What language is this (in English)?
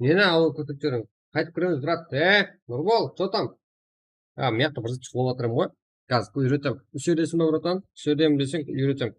Kara-Kalpak